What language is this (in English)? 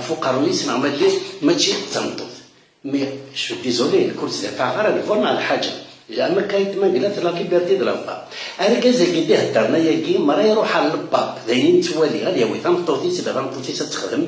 Kabyle